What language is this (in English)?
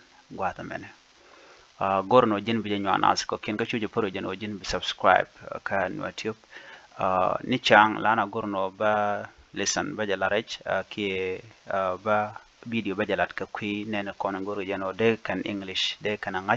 Nuer